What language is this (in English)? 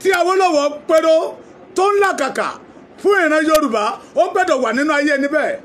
Yoruba